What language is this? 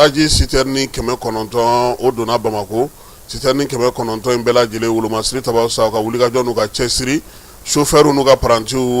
Bambara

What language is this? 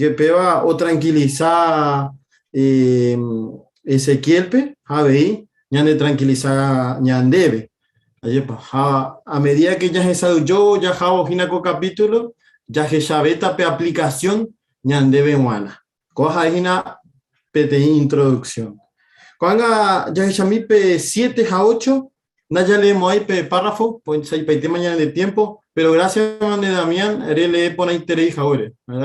Guarani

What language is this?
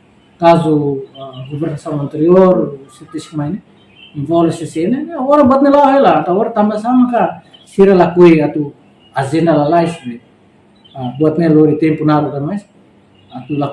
Tetum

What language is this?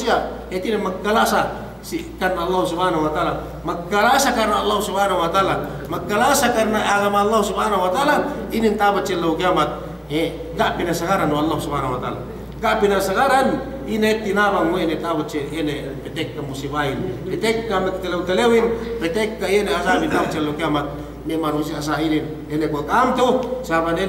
Yakan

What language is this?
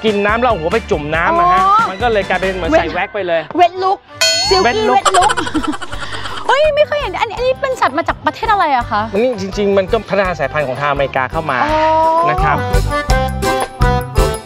Thai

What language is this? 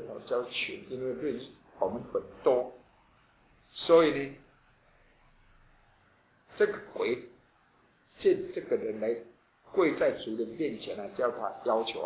Chinese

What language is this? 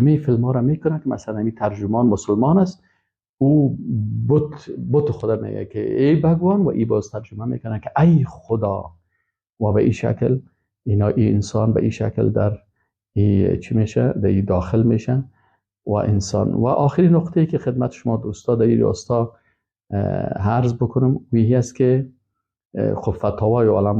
Persian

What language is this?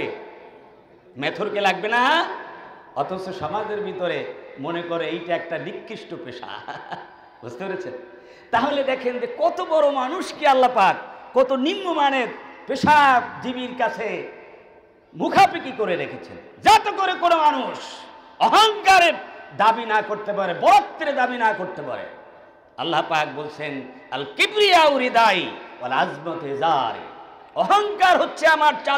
Bangla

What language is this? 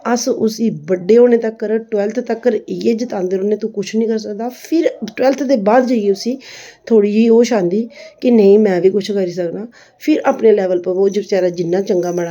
Dogri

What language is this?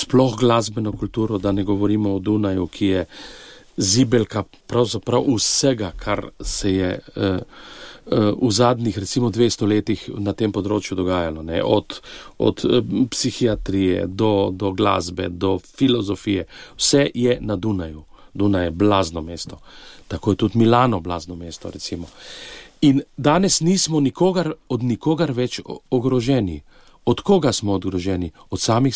Slovenian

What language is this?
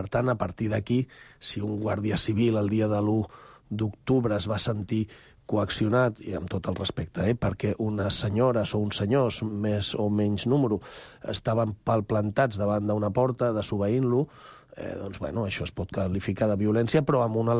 Catalan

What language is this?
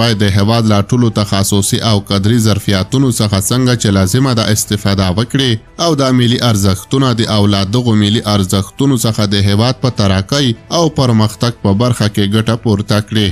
Pashto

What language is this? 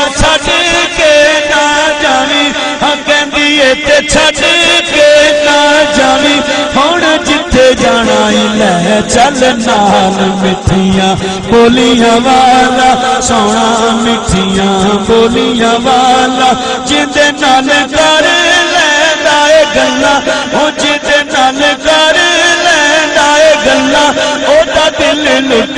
Saraiki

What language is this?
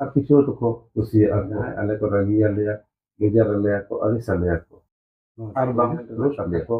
Santali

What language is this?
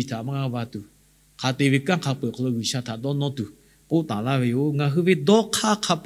Lahu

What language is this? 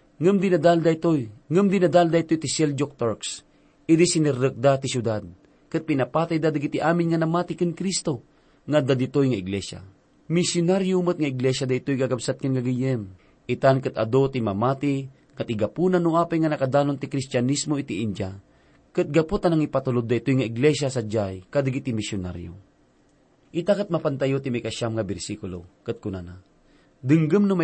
Iloko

